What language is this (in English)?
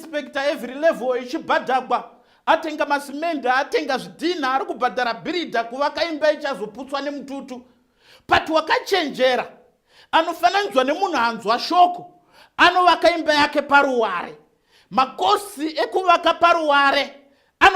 Shona